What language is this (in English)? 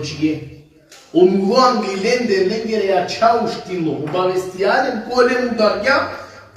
Balkan Romani